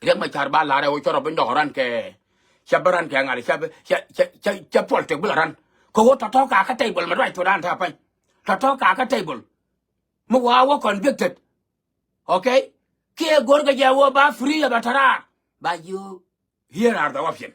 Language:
Nuer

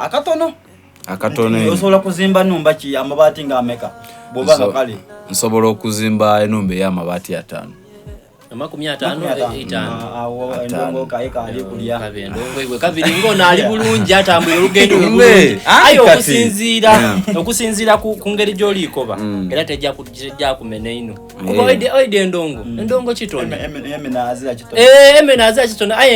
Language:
Soga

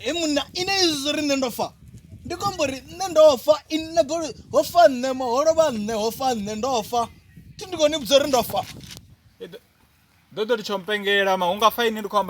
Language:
Venda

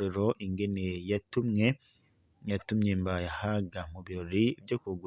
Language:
Rundi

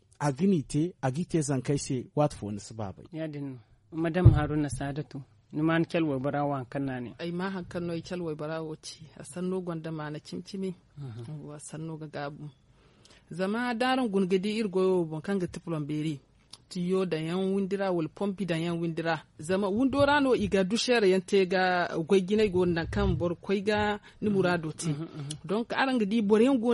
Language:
Zarma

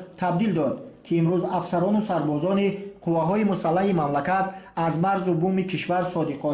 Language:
Tajik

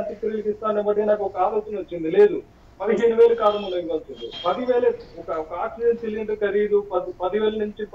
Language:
Telugu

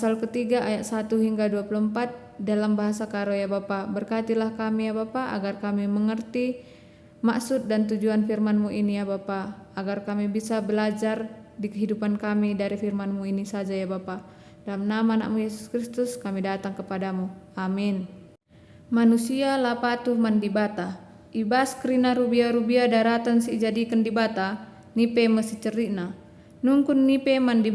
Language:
Batak Karo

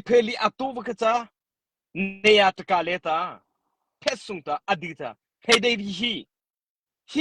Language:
Mara Chin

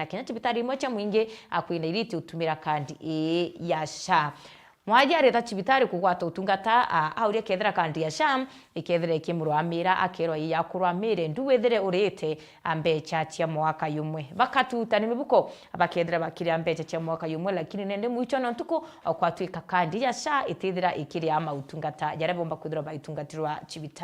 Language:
Meru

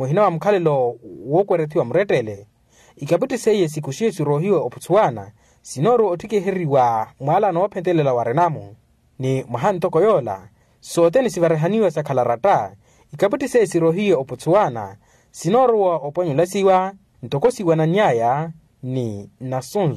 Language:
Makhuwa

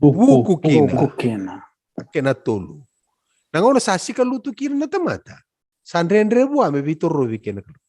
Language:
Fijian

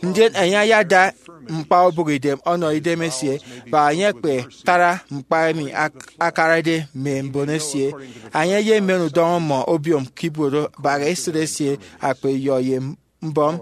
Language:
Efik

